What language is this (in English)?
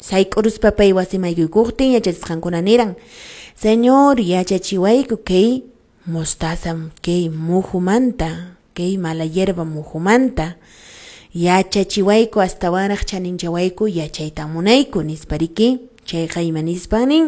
Quechua